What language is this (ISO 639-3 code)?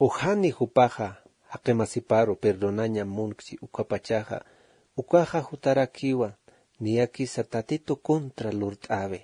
aym